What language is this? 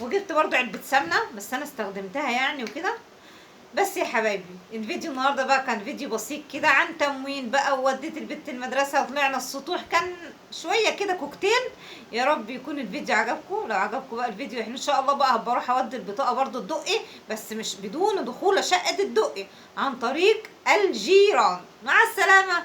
Egyptian Arabic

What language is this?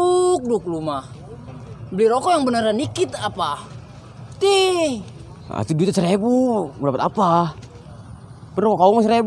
Betawi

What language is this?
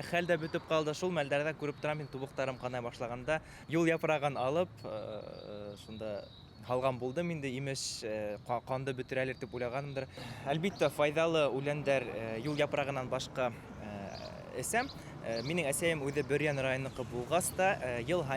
Bashkir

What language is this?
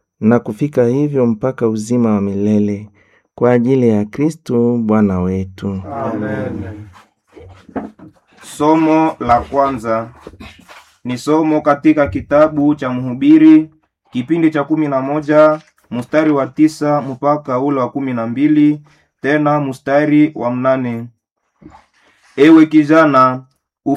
Swahili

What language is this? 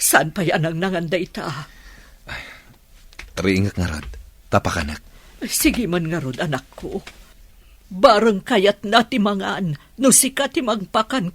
Iloko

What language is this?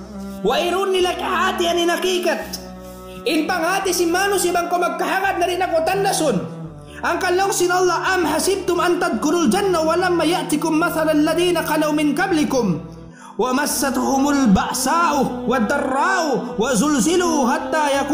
Tausug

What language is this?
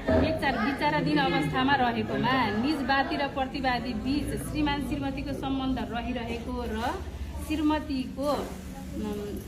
Nepali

